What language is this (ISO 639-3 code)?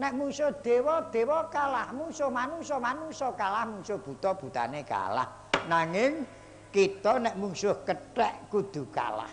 jav